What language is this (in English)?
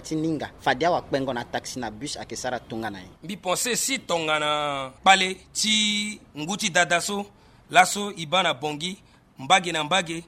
Sango